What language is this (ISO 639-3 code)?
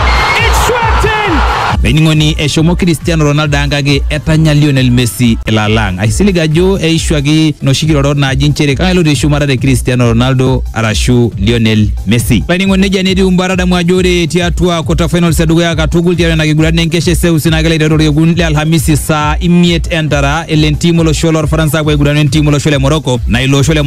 mas